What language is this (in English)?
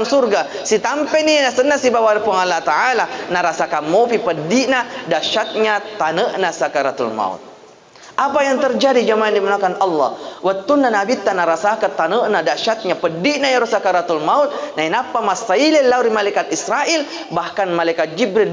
Buginese